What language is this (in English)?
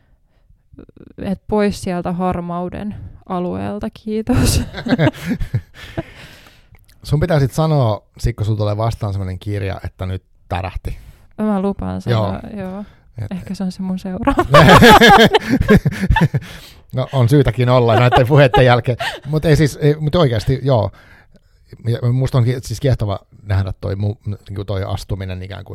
Finnish